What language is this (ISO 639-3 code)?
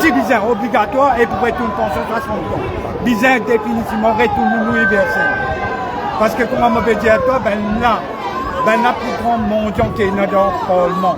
mfe